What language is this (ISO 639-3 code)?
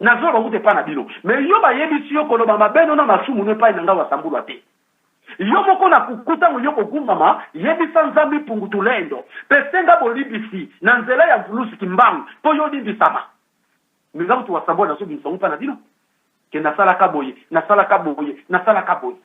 lin